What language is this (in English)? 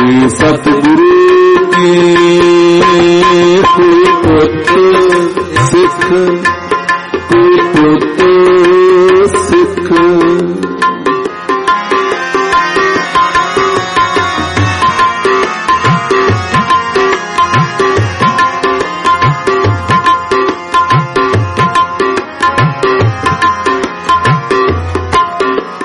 Punjabi